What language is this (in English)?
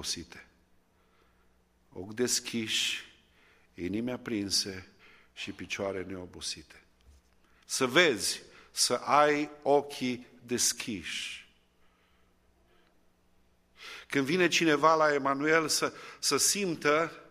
Romanian